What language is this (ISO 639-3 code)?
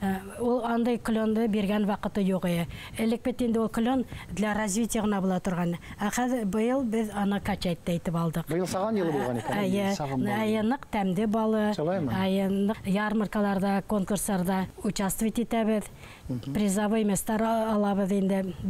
bak